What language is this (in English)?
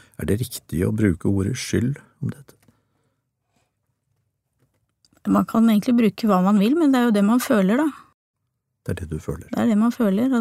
Norwegian